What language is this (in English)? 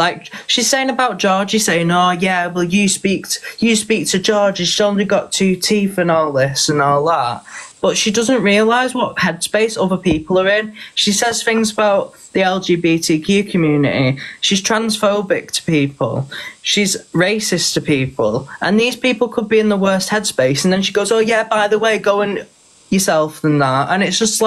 English